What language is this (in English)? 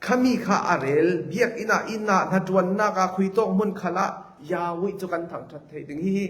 Falam Chin